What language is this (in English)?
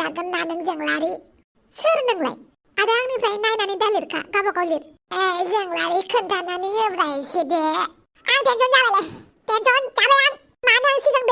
Bodo